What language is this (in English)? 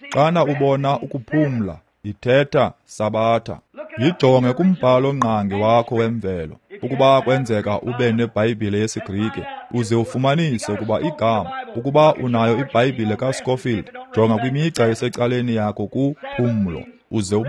Xhosa